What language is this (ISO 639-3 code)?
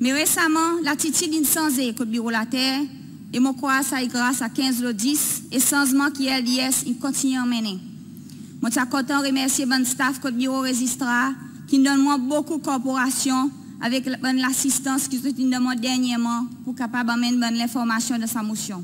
crs